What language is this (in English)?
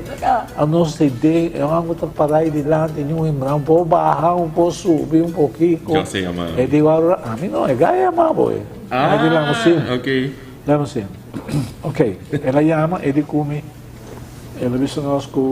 Papiamento